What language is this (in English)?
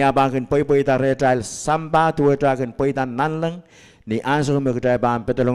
Pohnpeian